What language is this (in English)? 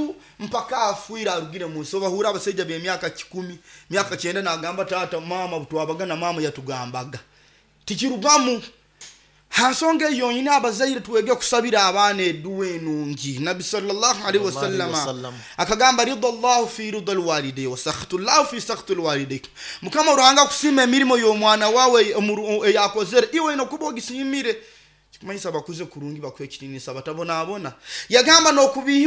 Nyoro